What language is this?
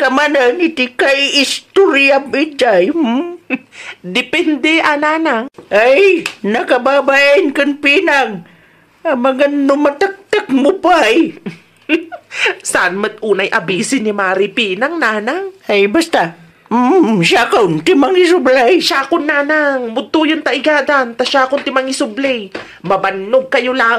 Iloko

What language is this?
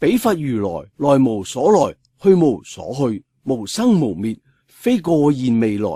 Cantonese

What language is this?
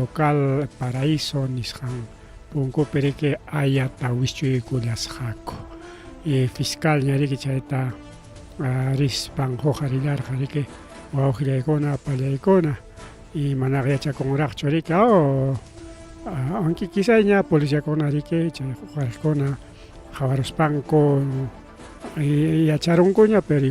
Ayacucho Quechua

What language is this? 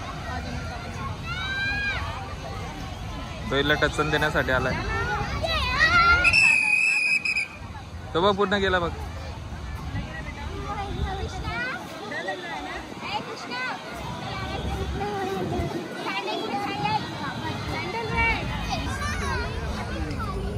Marathi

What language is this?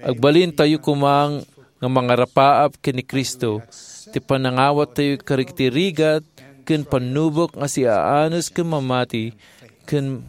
Iloko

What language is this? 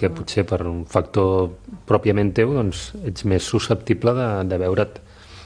Catalan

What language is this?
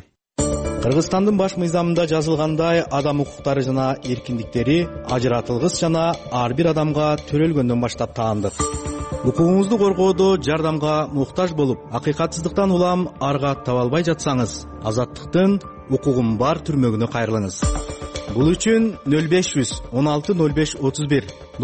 Kyrgyz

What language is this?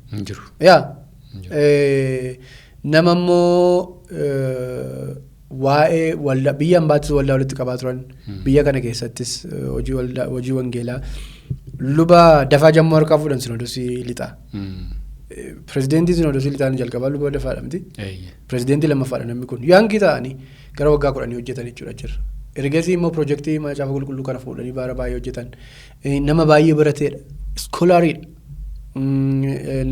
Oromo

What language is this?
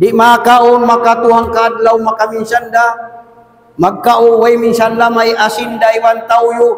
Tausug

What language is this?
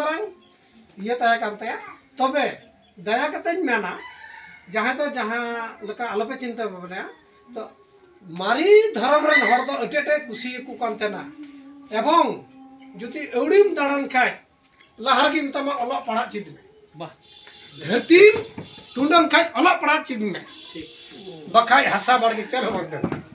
Santali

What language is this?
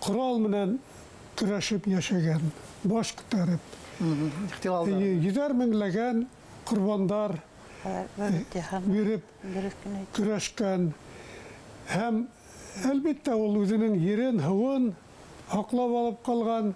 Bashkir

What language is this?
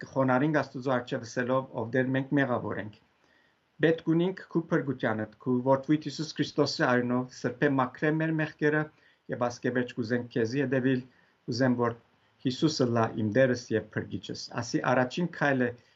Western Armenian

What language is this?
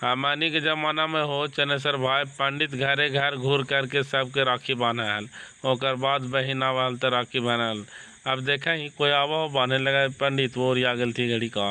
Magahi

